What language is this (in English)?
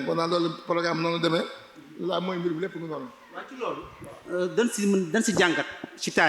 Wolof